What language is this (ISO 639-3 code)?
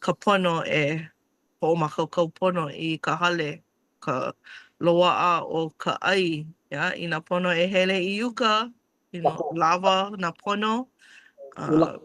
haw